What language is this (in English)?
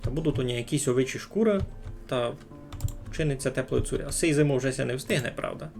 Rusyn